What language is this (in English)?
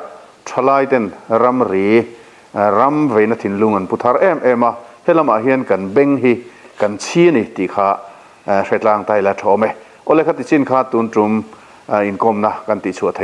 Mizo